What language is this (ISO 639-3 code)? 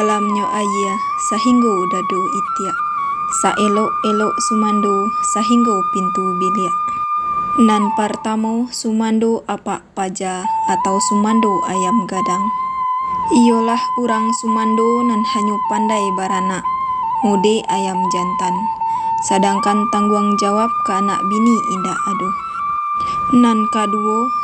min